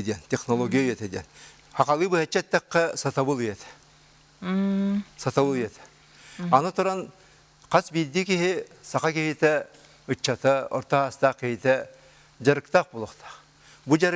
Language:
Yakut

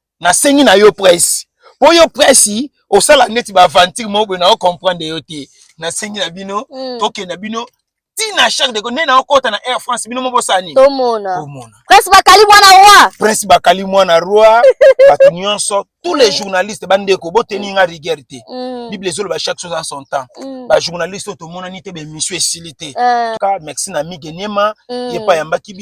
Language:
Lingala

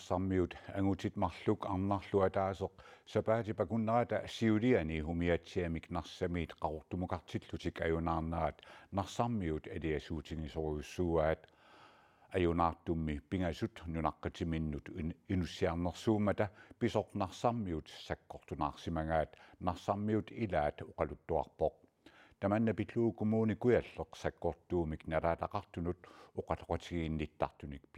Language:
Kalaallisut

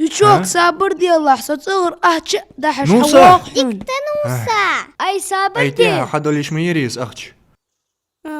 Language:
Ingush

